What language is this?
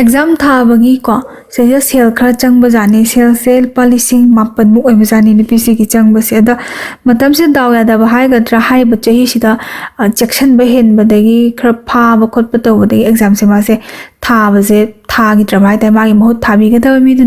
Manipuri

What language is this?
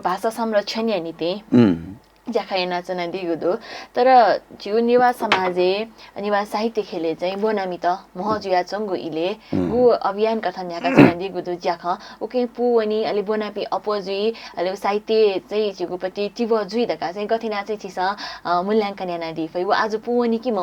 Newari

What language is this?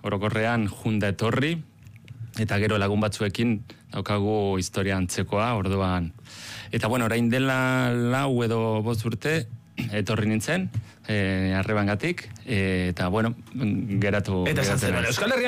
Basque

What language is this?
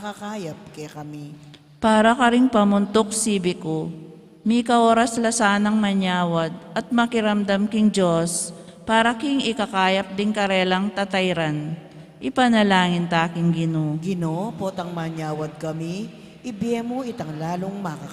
Pampanga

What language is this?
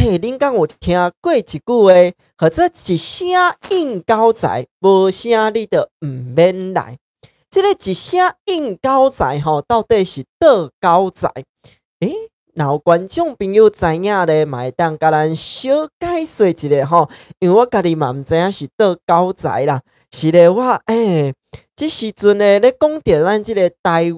Min Nan Chinese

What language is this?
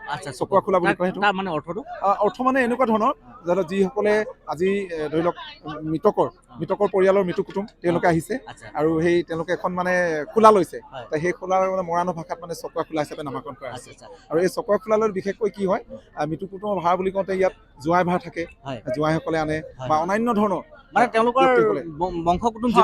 Assamese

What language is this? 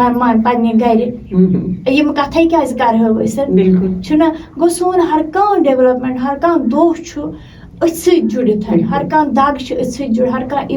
Kashmiri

